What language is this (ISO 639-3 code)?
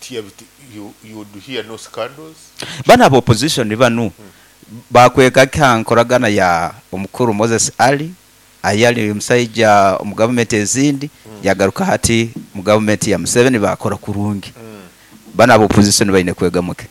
nyo